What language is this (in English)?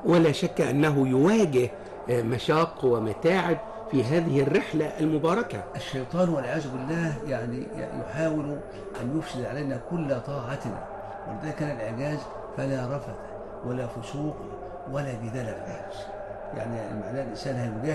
Arabic